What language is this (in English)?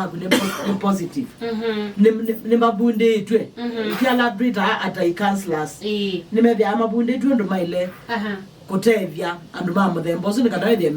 Kamba